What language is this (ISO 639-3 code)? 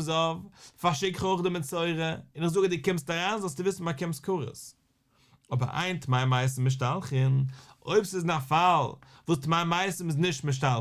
yid